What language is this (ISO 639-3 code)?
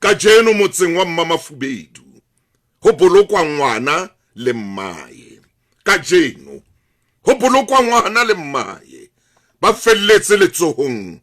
sot